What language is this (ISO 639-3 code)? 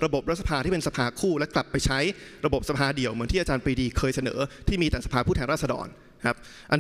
tha